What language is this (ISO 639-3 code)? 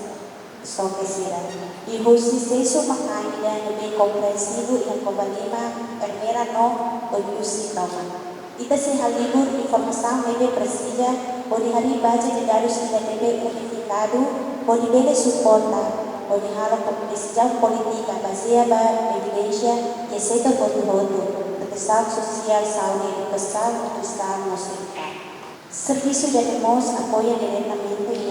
tet